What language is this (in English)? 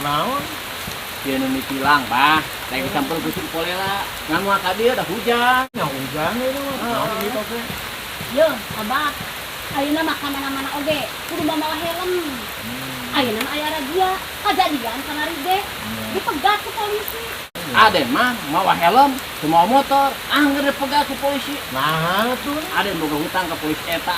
Sundanese